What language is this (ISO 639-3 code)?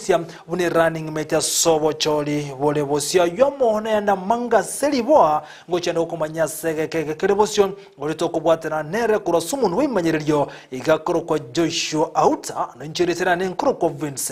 guz